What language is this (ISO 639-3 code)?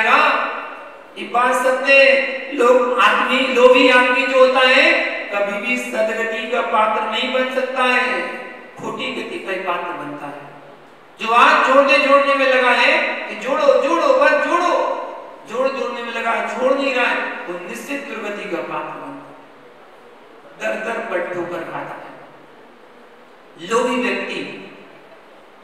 hin